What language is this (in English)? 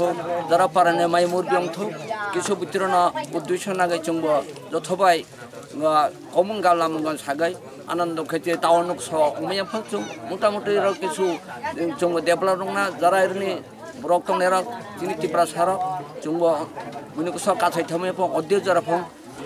Kok Borok